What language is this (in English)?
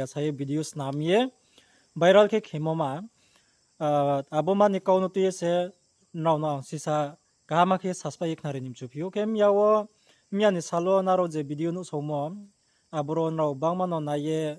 Riang (India)